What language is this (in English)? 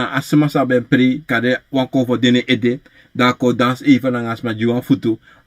Sranan Tongo